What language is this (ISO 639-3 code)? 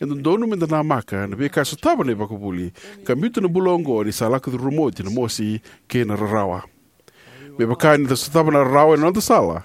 fij